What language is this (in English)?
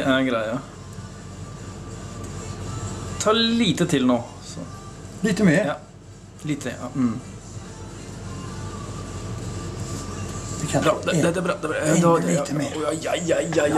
Norwegian